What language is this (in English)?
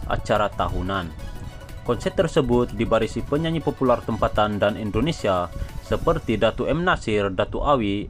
Malay